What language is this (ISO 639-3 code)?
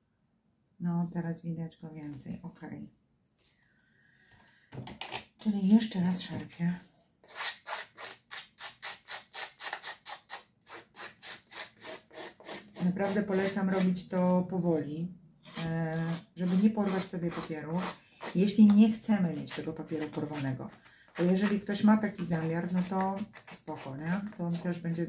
pol